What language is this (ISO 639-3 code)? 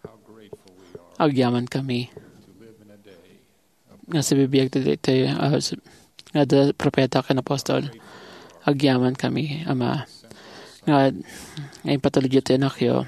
ilo